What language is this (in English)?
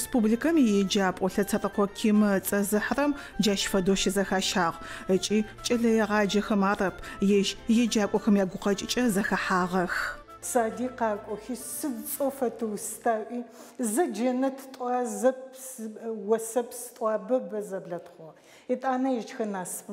Adyghe